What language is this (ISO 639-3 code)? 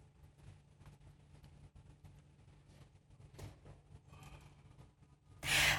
tur